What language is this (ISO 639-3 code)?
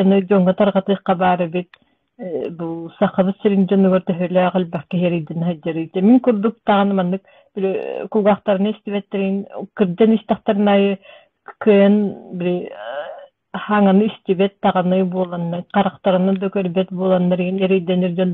sah